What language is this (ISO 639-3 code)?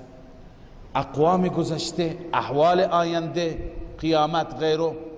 fas